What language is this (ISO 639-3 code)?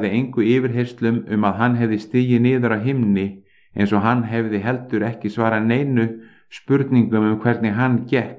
isl